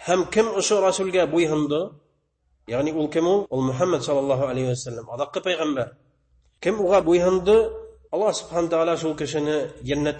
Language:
Bashkir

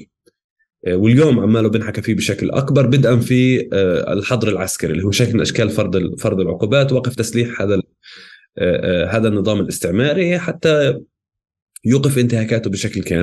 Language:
North Levantine Arabic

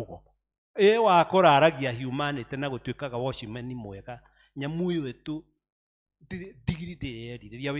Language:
Kikuyu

